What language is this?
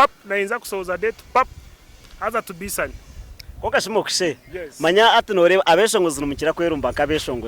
Nyankole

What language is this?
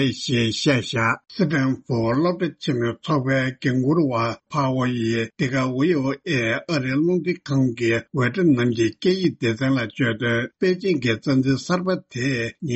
Tibetan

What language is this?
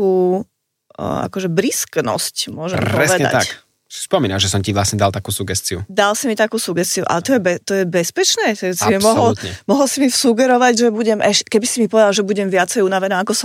Slovak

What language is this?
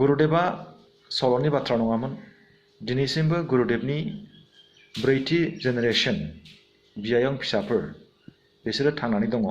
Bodo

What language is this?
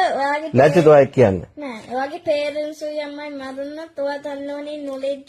Sinhala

